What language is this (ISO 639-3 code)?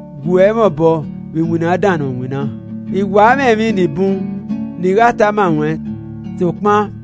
ish